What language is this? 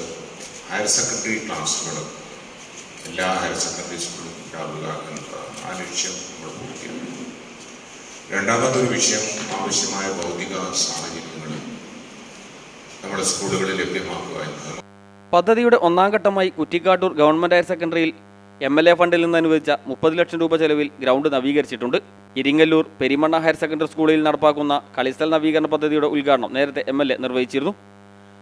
Malayalam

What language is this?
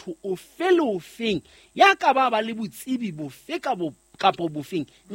Southern Sotho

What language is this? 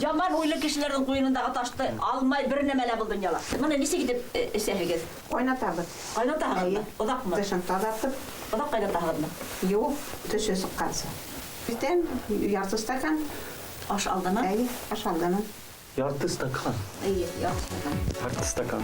Bashkir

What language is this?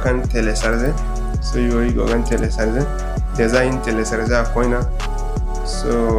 Zarma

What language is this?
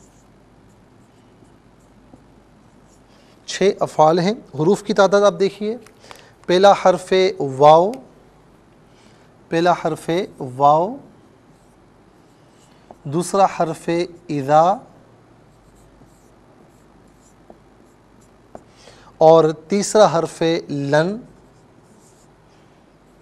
Urdu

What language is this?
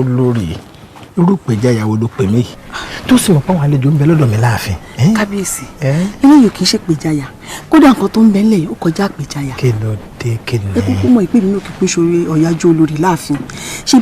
Yoruba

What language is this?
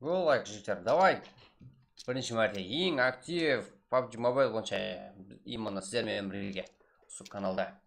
Kara-Kalpak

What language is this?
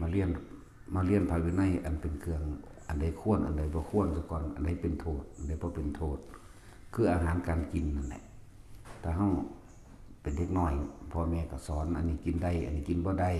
Northeastern Thai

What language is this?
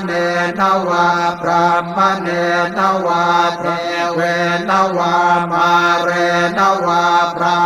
Pali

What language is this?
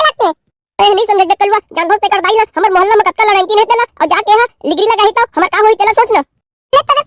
Chhattisgarhi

